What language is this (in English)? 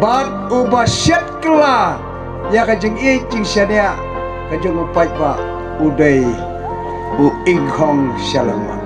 Khasi